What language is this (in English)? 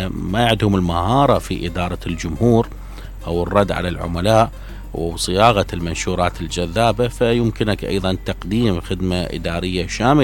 Mesopotamian Arabic